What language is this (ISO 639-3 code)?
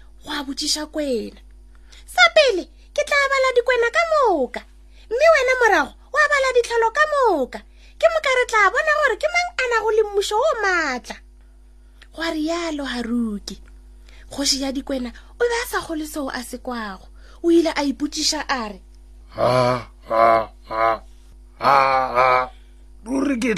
nso